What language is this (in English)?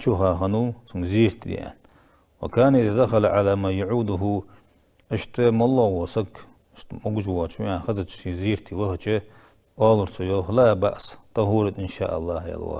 Ingush